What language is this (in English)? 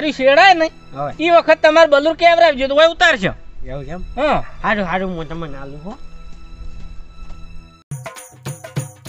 Gujarati